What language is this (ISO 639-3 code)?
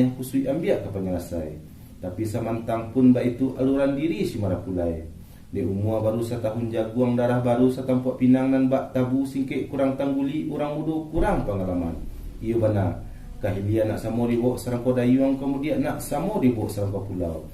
min